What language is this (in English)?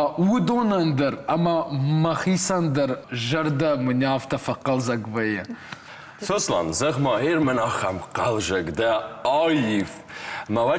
Ossetic